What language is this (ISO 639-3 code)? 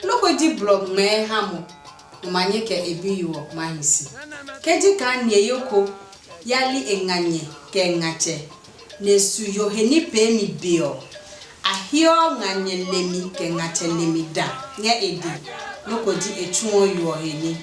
ada